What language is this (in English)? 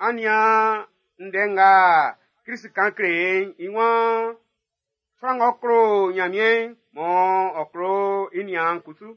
Baoulé